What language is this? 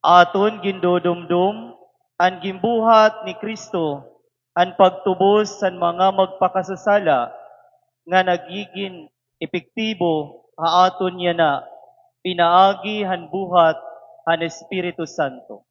Waray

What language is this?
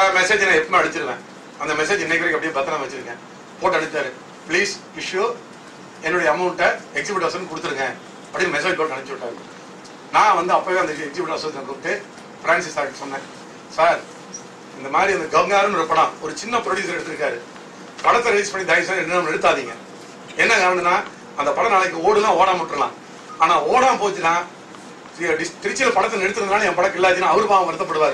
Tamil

